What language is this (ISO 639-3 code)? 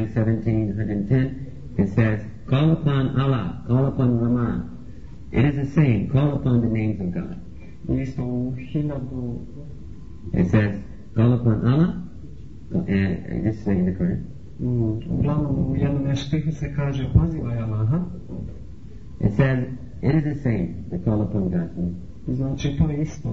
bos